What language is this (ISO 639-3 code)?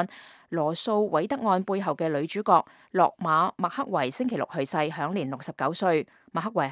yue